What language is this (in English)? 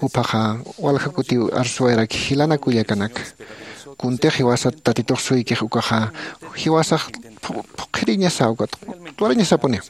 Aymara